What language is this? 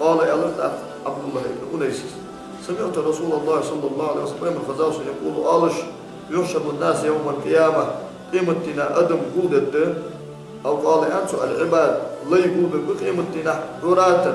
Ingush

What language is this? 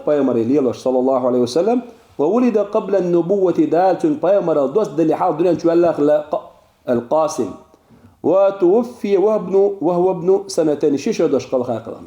Chechen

